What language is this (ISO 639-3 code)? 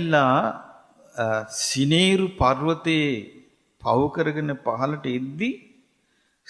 sin